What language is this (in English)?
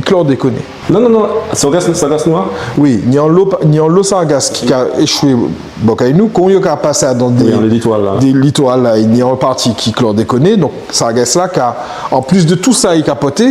Guadeloupean Creole French